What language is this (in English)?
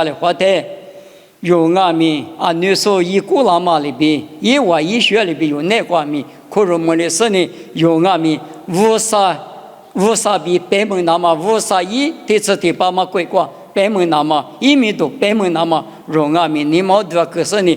Lisu